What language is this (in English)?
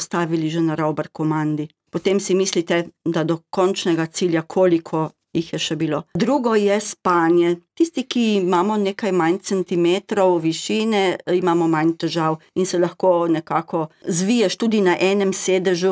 Slovenian